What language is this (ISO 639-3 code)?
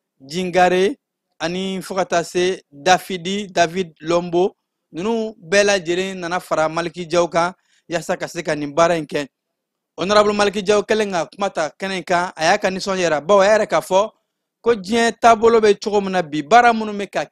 bam